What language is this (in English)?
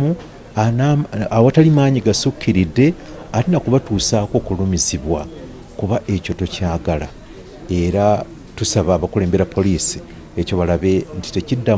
Ganda